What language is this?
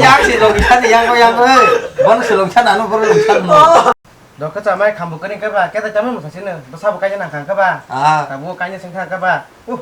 Kok Borok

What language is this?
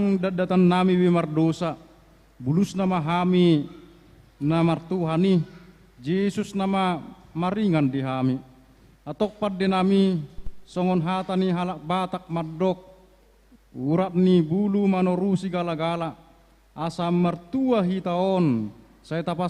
Batak Toba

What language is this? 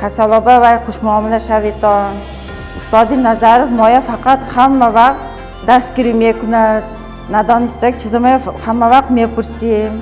Tajik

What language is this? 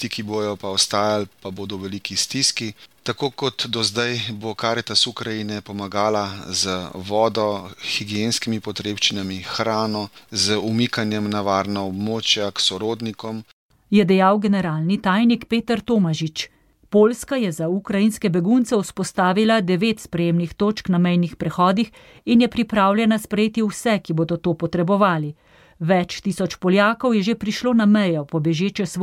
Slovenian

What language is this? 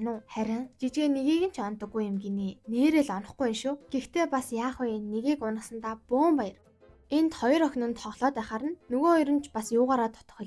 Mongolian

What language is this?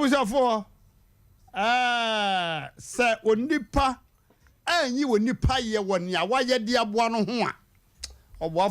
Akan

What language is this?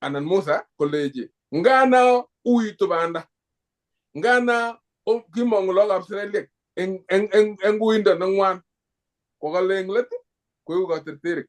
Kalenjin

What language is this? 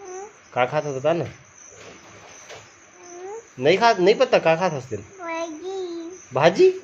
Chhattisgarhi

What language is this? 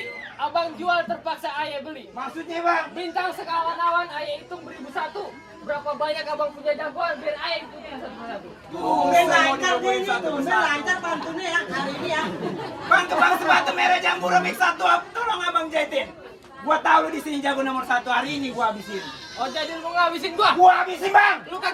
Betawi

